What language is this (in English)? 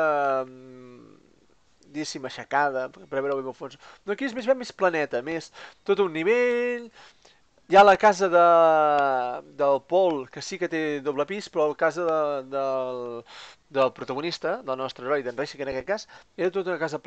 Catalan